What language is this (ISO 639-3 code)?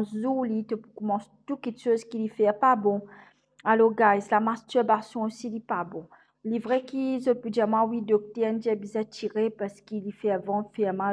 mfe